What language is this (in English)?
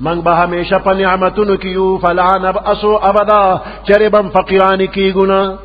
Pashto